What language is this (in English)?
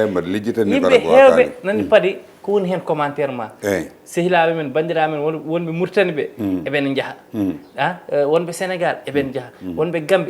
Fula